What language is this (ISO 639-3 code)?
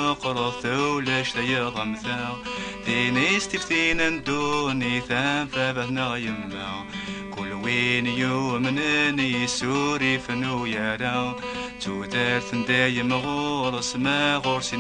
kab